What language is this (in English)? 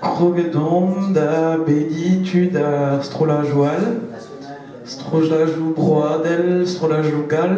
Breton